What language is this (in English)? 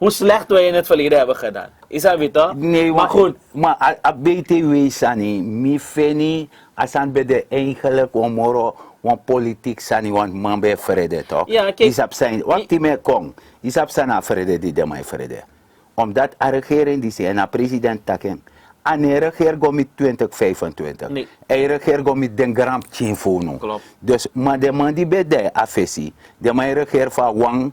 Sranan Tongo